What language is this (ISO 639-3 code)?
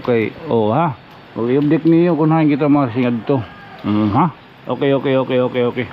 war